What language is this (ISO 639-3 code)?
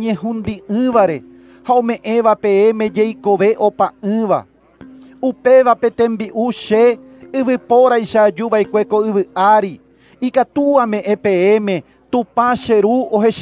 grn